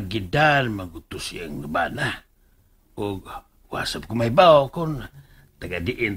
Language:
Cebuano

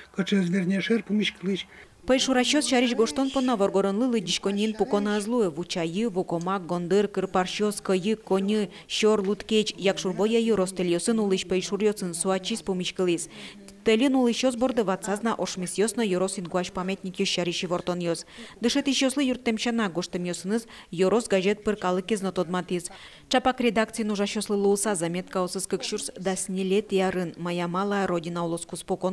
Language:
Udmurt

